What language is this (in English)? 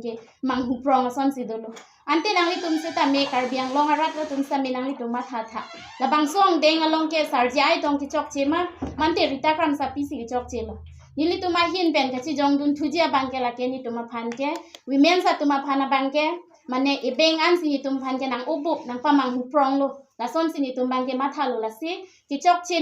Karbi